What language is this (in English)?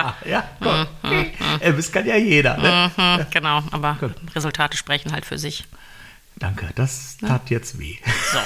German